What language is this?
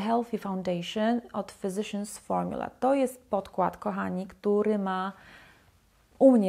Polish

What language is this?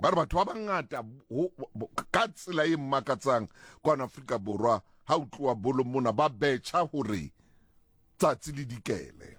Southern Sotho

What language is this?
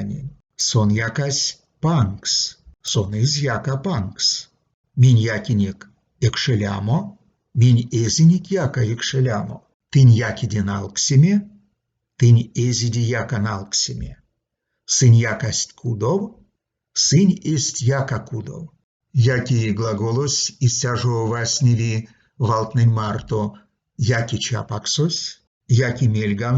Erzya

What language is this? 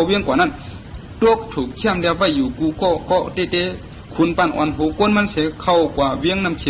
Shan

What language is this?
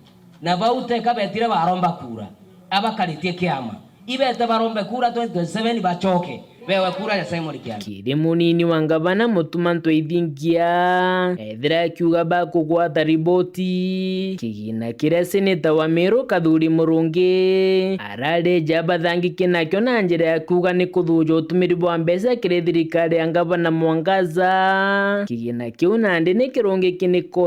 Meru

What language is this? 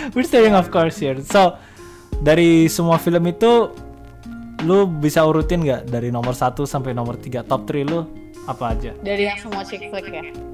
Indonesian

